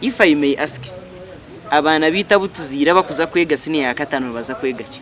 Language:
Nyankole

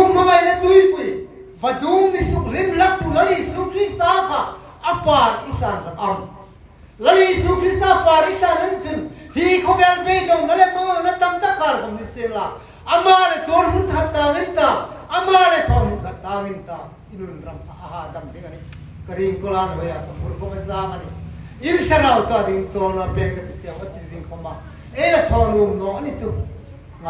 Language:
Hmar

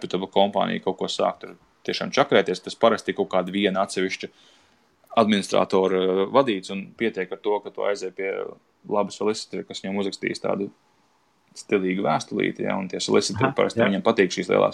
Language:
Latvian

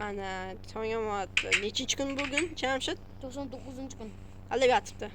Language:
Uzbek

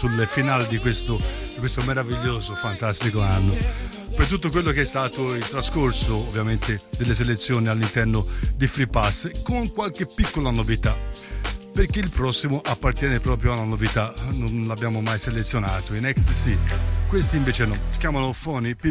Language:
Italian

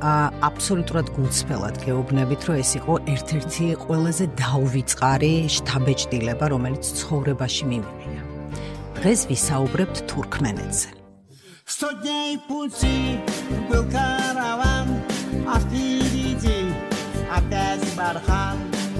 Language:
Georgian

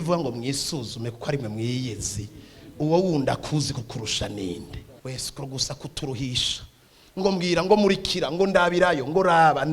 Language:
Rundi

